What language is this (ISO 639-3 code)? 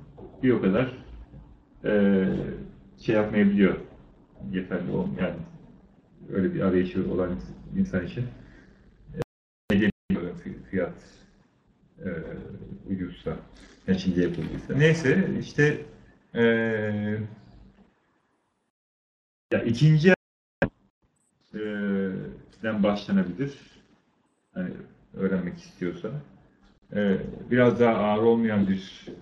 tur